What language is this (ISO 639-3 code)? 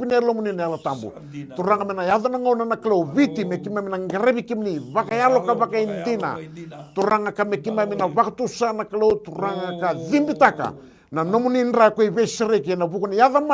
fij